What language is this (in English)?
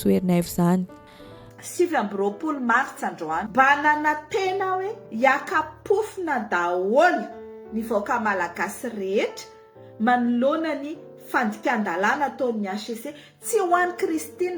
Malagasy